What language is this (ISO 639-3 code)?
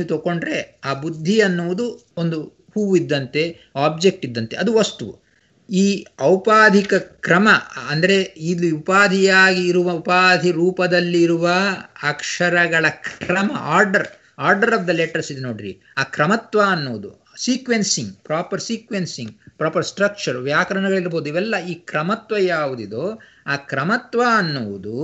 kan